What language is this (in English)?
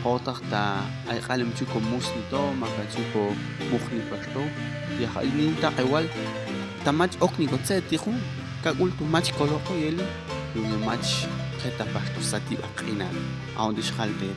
Popti'